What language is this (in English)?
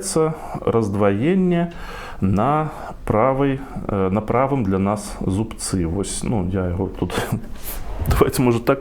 Belarusian